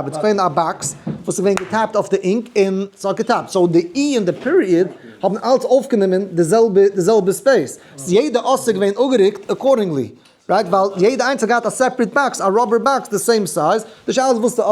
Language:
Yiddish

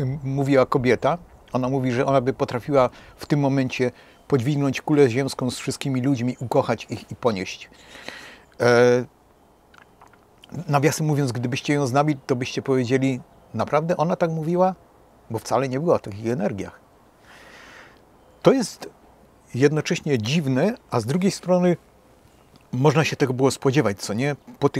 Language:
Polish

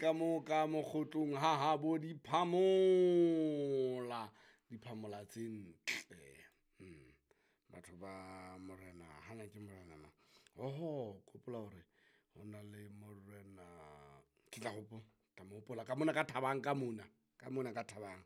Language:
Southern Sotho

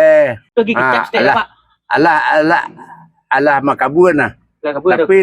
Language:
Minangkabau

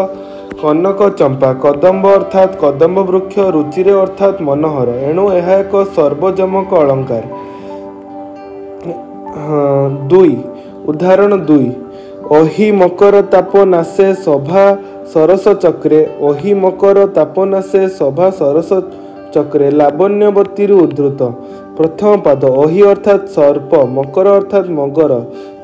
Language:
Odia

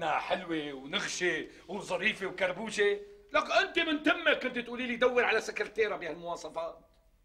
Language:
North Levantine Arabic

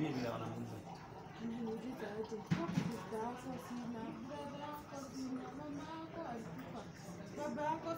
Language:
Swahili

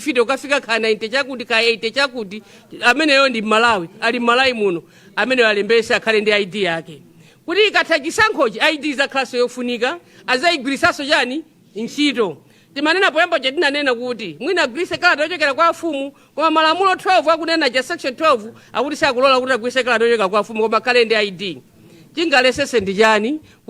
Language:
Nyanja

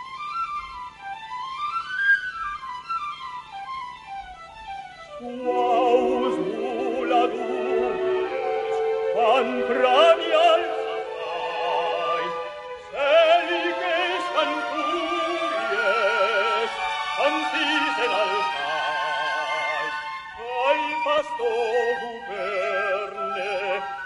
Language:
Catalan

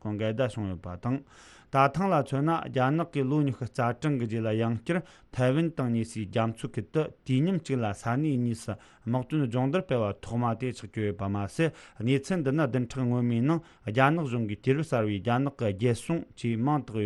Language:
Tibetan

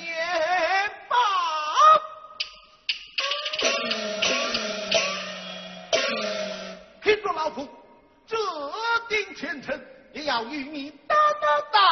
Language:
Chinese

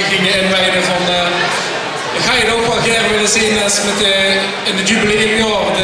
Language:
Limburgish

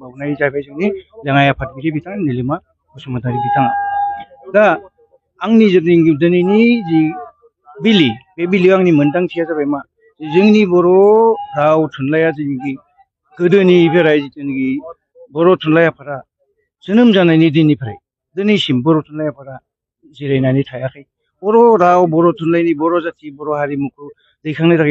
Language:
Bodo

